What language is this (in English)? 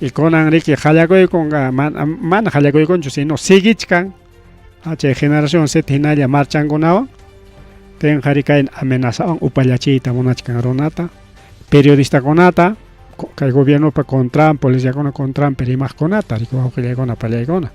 Ayacucho Quechua